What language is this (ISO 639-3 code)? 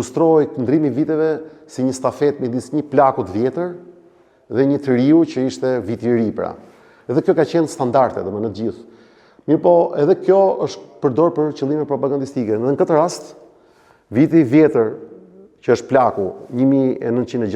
sqi